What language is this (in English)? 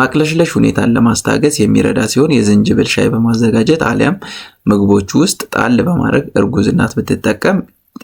Amharic